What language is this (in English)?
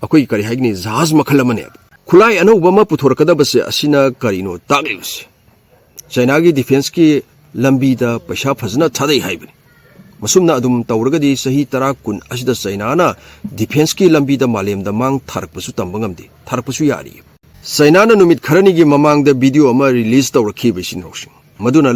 Manipuri